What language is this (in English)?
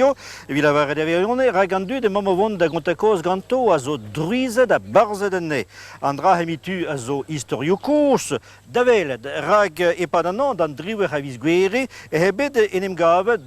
Breton